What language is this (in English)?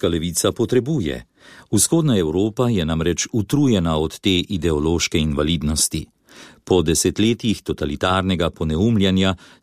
Slovenian